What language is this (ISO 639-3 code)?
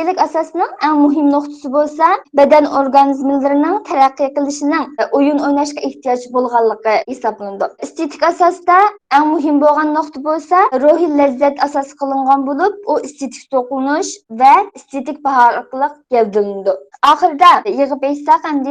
uig